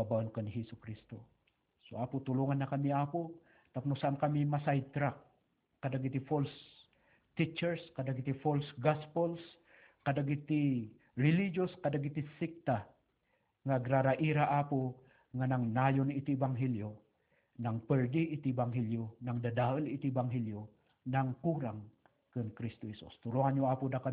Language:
Iloko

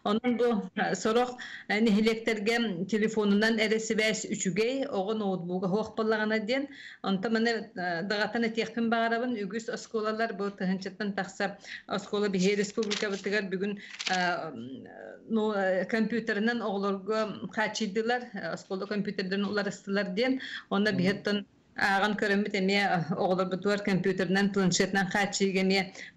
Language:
Yakut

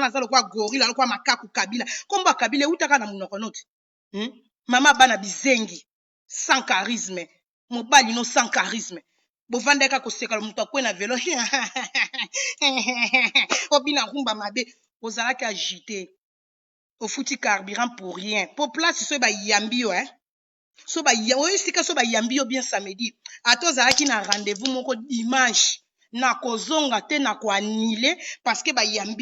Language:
Lingala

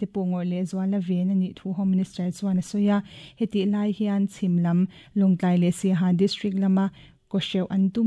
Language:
Mizo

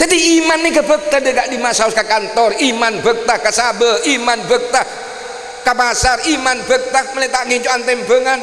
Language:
Madurese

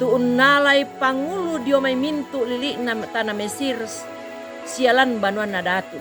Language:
Toraja-Sa'dan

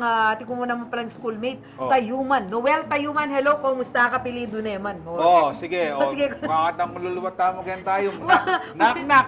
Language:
Pampanga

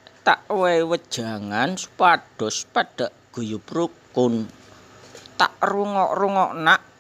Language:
Javanese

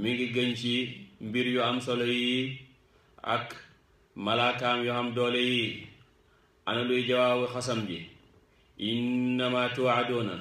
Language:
Wolof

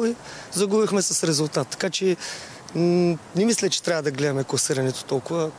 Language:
Bulgarian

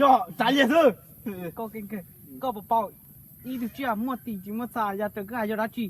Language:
Hmong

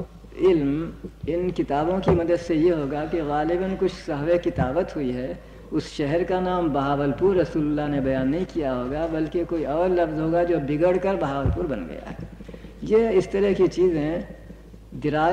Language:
Urdu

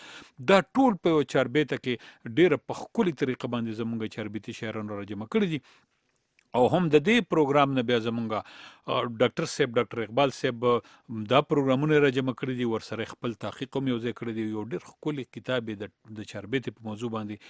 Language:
Pashto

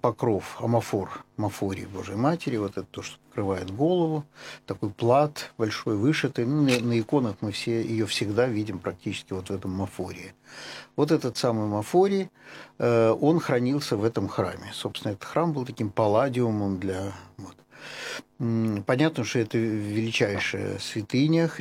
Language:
Russian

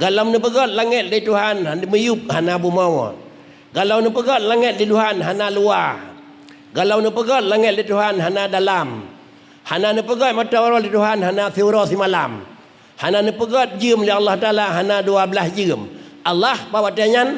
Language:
Achinese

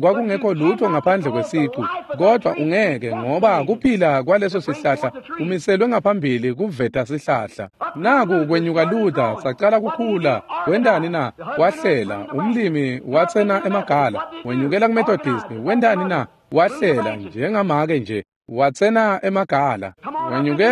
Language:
Swati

